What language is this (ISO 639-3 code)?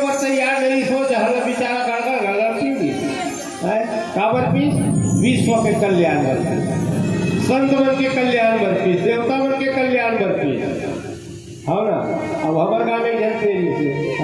hne